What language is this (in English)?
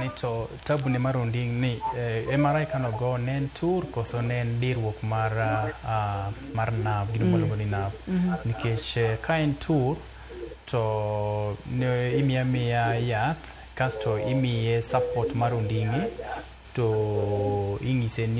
Luo (Kenya and Tanzania)